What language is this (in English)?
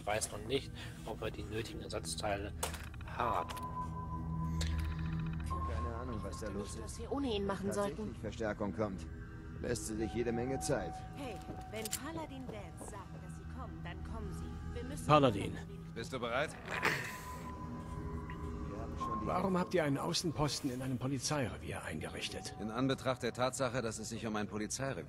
German